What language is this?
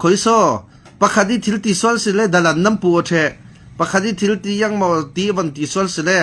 Falam Chin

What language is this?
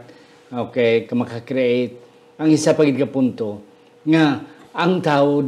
Hiligaynon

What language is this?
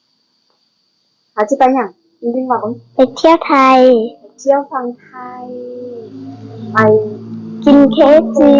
Lao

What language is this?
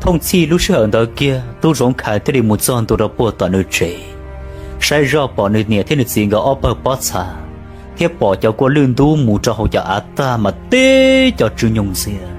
Hmong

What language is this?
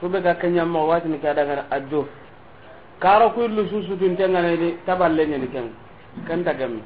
Soninke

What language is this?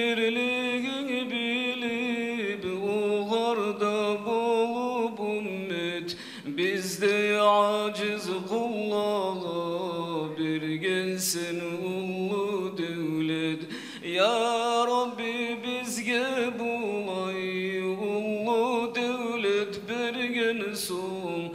Kumyk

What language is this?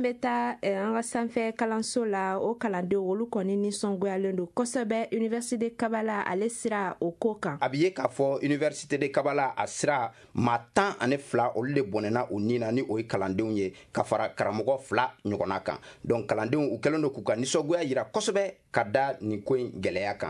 Bambara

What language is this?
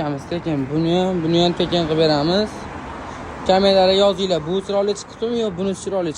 Uzbek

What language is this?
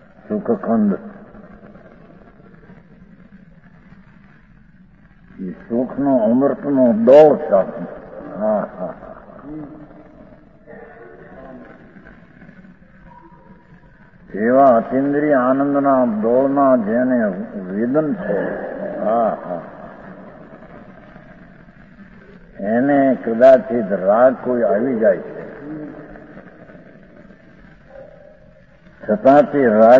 Gujarati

